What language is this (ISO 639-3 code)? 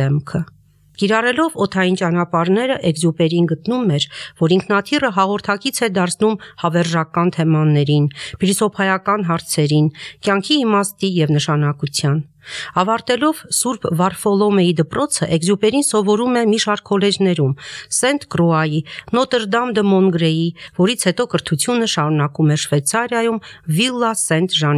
hye